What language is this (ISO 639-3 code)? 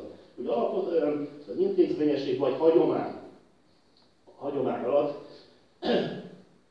hun